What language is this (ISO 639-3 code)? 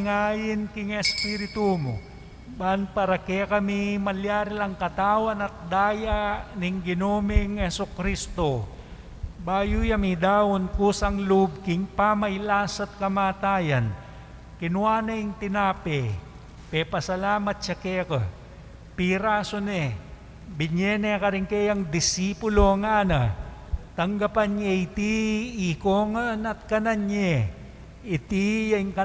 pam